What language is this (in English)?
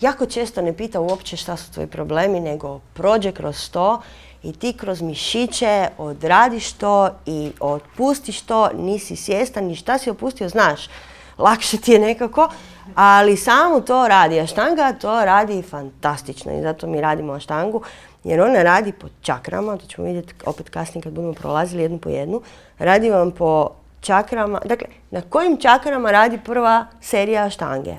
Croatian